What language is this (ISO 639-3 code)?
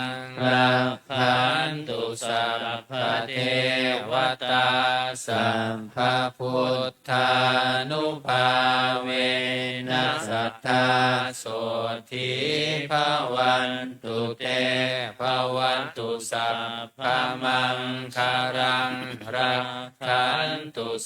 pli